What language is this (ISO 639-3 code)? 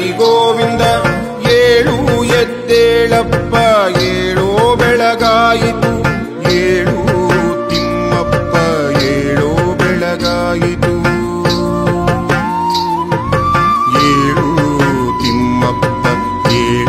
kan